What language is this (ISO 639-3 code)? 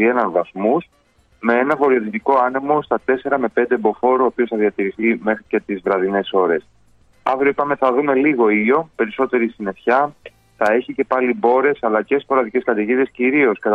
ell